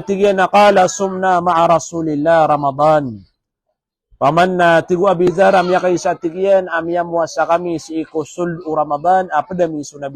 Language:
Maranao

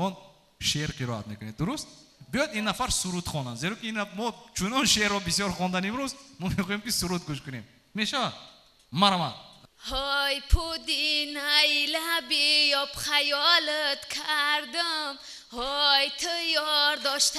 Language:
Tajik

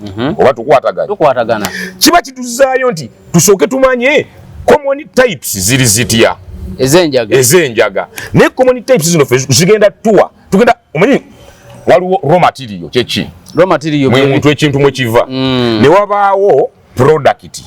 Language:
Ganda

